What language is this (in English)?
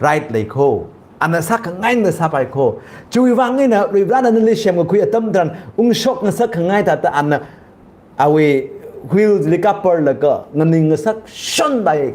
Tangkhul Naga (India)